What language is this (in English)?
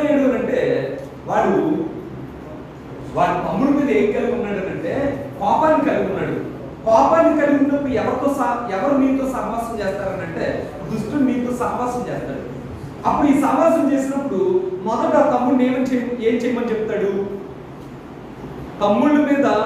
Telugu